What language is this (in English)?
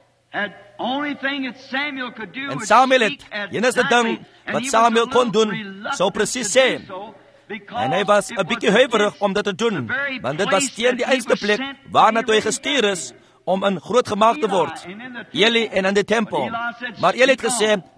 Afrikaans